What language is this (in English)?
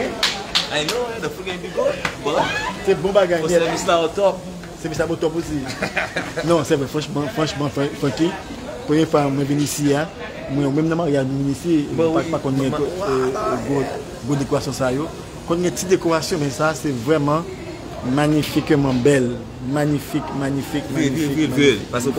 Haitian Creole